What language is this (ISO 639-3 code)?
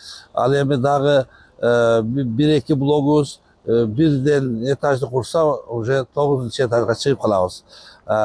kir